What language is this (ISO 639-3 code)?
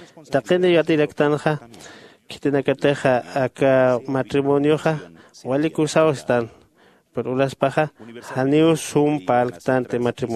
aym